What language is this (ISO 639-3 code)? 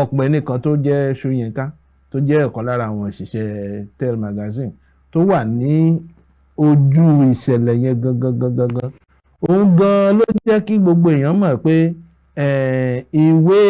yor